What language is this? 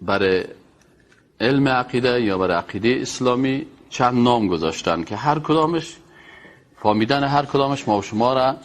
Persian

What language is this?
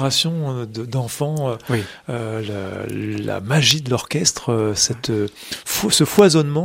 French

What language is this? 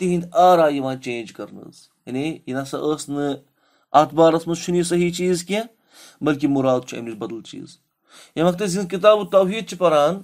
Kashmiri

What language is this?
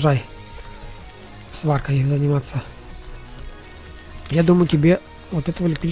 Russian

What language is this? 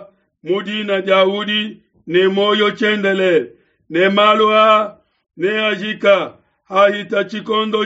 Luba-Lulua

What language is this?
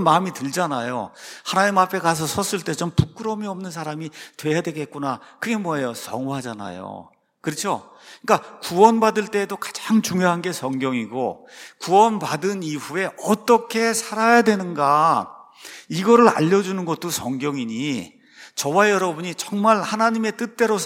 Korean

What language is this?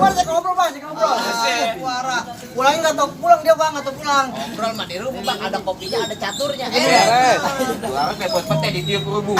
Betawi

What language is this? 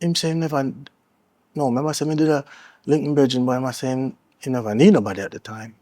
Jamaican Creole English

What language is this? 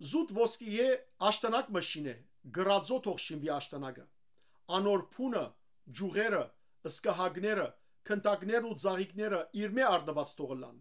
Western Armenian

